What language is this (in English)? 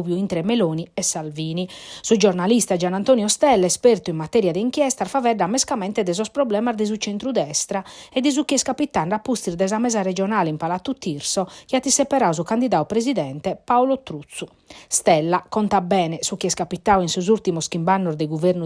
Sardinian